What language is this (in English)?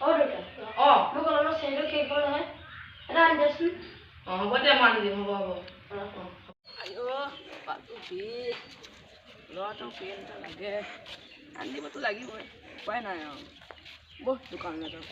Assamese